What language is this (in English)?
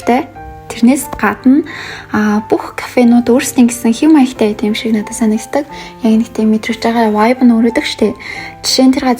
Mongolian